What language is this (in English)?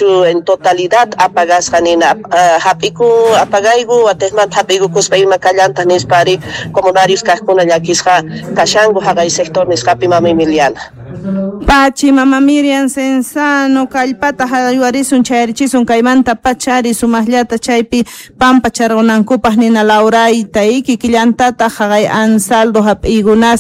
Quechua